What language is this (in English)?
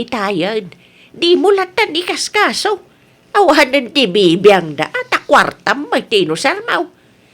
Iloko